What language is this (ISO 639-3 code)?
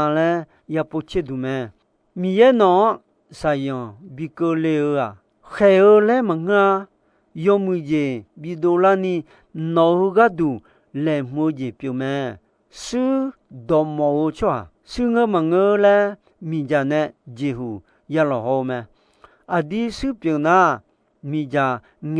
ahk